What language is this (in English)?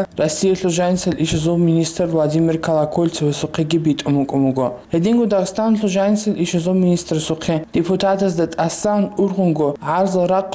Avaric